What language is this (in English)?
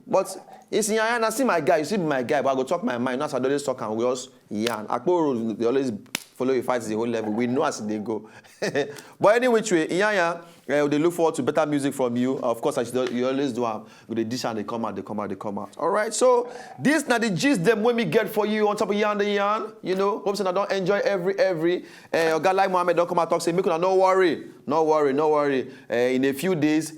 Nigerian Pidgin